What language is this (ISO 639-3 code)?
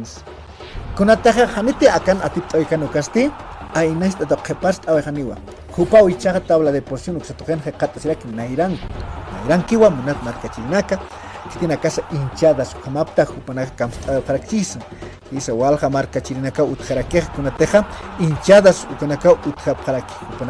aym